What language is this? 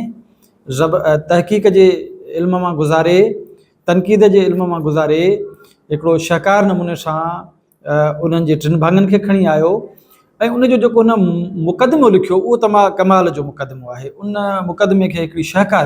Sindhi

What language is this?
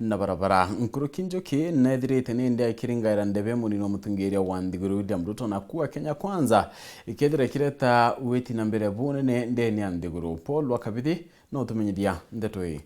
Meru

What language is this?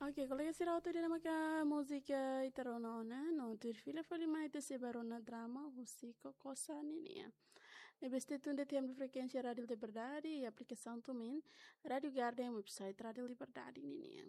Tetum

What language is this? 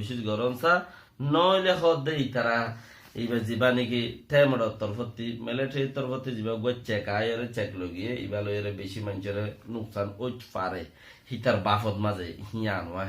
Rohingya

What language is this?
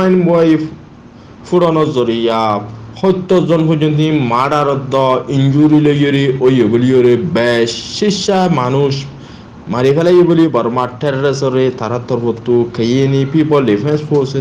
Rohingya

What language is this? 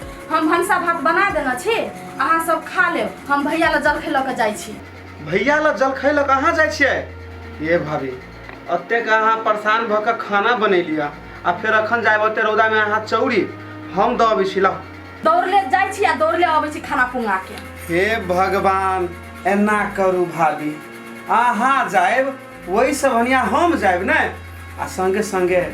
Maithili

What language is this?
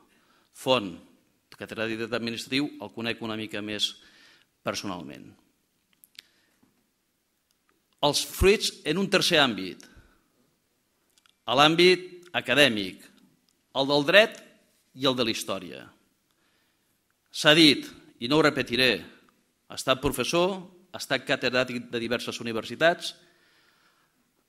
Catalan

